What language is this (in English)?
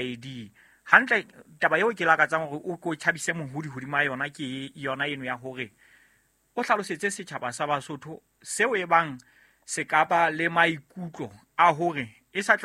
Southern Sotho